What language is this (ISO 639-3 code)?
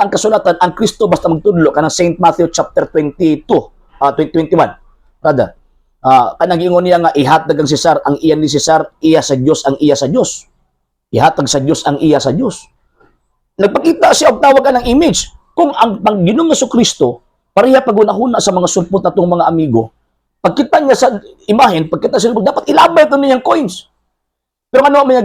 ceb